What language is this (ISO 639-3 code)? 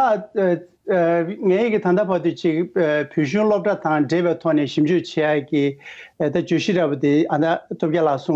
bod